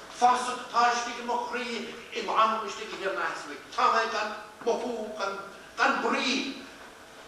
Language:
Irish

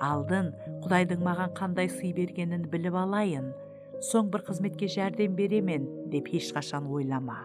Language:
Kara-Kalpak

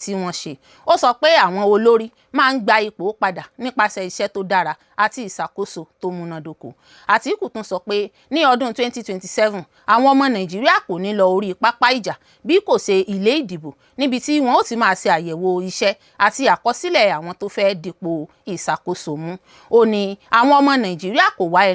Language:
Yoruba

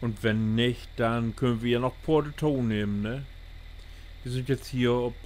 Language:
Low German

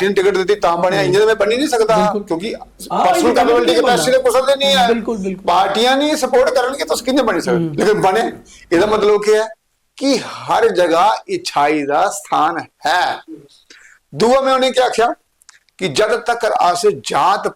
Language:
Dogri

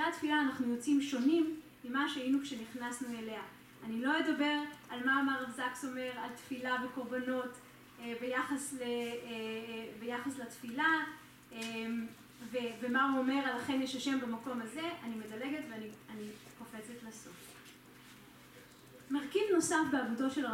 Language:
Hebrew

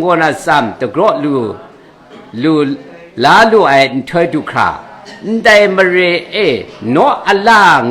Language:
Kachin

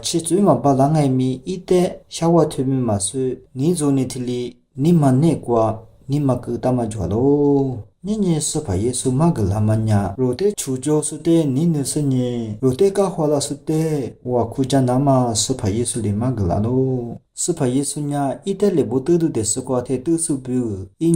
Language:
Lisu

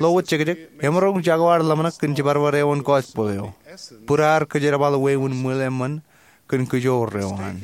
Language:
Marshallese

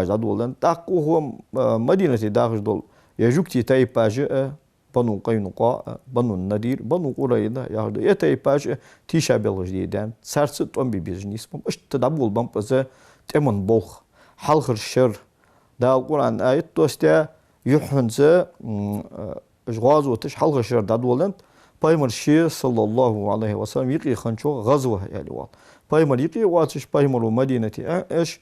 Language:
Ingush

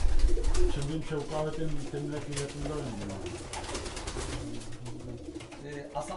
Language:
Polish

